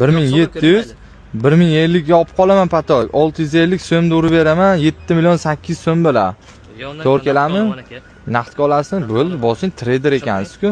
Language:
Uzbek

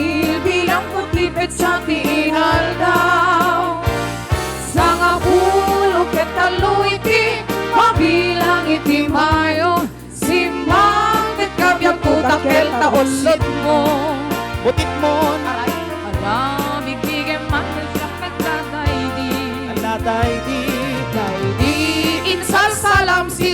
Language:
Iloko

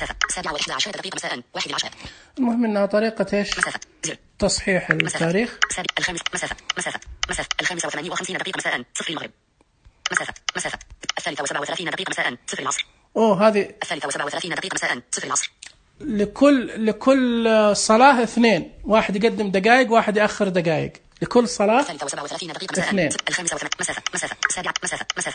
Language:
Najdi Arabic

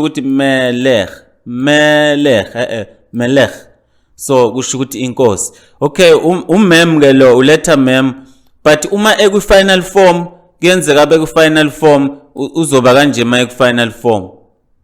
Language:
Zulu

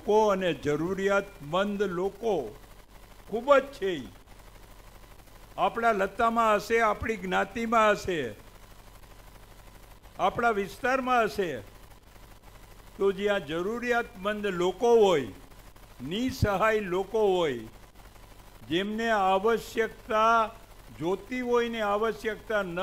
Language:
Gujarati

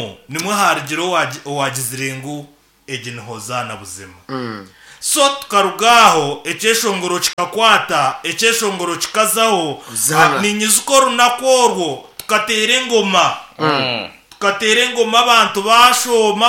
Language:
Nyankole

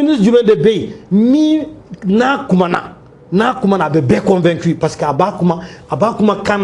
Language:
Bambara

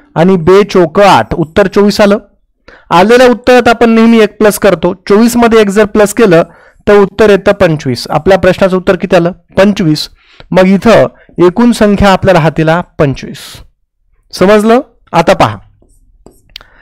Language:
Marathi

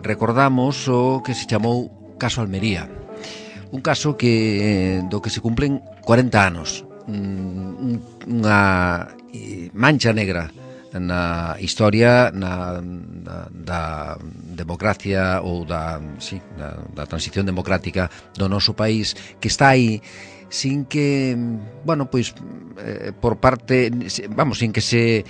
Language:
Galician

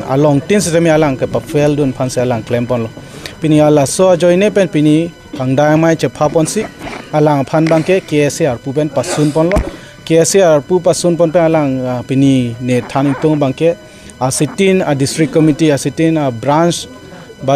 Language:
Karbi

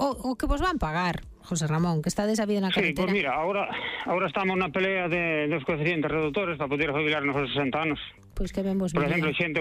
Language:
Galician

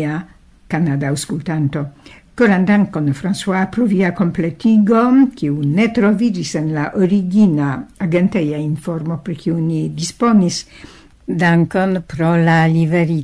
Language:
Esperanto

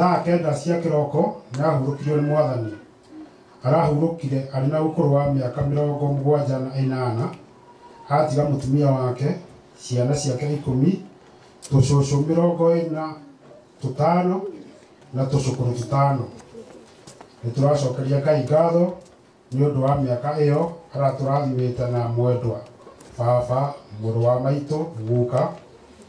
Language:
Kikuyu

